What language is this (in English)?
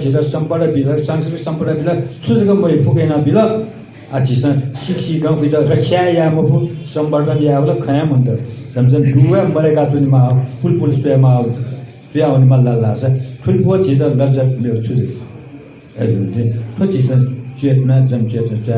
Newari